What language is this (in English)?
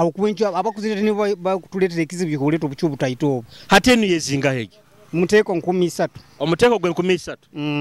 Nyoro